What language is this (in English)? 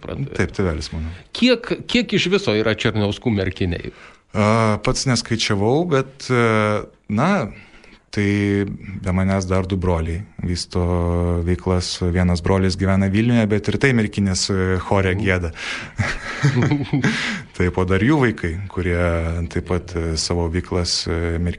Lithuanian